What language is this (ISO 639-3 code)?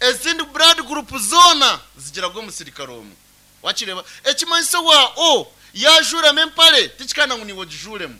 nyn